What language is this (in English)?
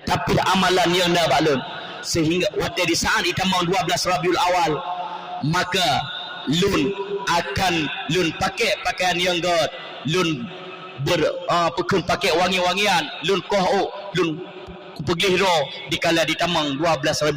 Achinese